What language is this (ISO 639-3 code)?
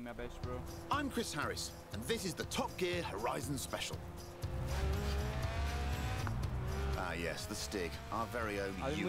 hin